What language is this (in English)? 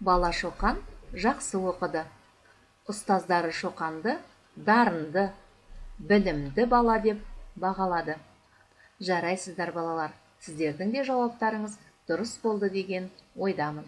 Kazakh